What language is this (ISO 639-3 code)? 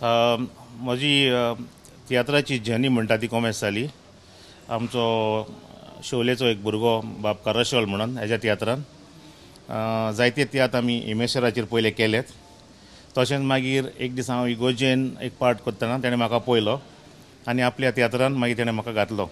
kok